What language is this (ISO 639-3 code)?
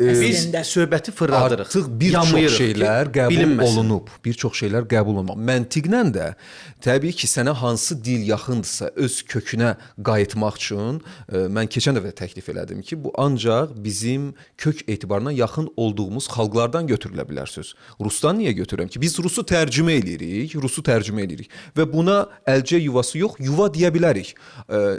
aze